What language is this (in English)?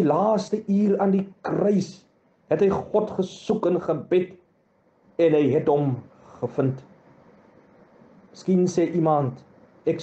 Afrikaans